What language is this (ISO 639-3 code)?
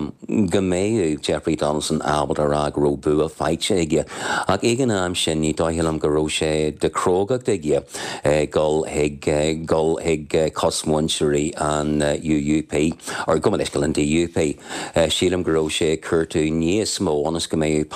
gle